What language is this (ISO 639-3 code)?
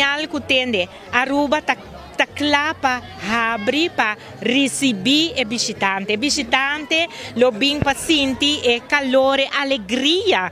pap